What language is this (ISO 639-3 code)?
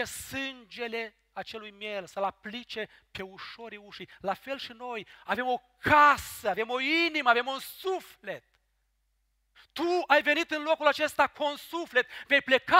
ron